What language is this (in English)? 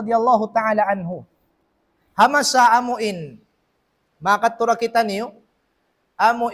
Tausug